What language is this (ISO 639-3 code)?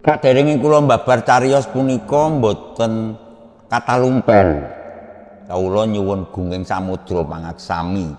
jav